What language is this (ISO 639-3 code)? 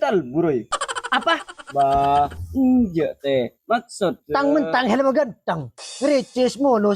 mad